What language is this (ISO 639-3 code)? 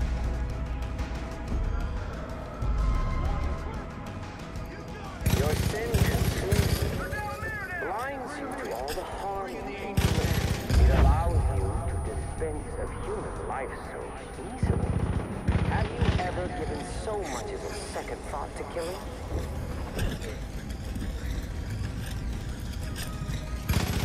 eng